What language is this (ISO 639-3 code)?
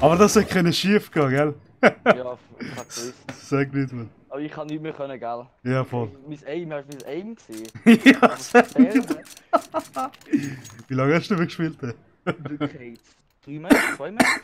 gsw